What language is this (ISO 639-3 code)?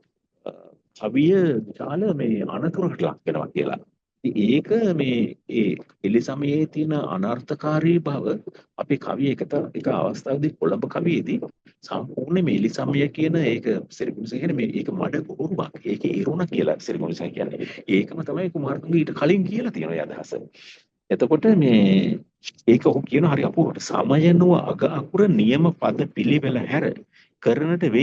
sin